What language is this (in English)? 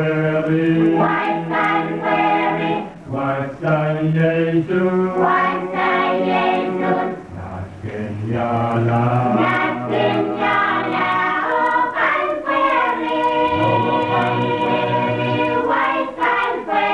Pohnpeian